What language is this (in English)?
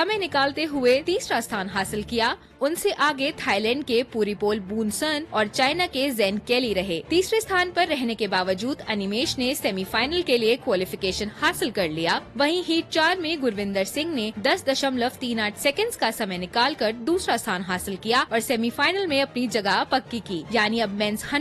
Hindi